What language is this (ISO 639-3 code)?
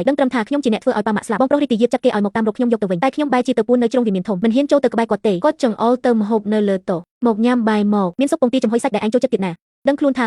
khm